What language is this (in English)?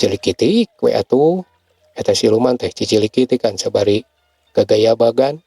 Sundanese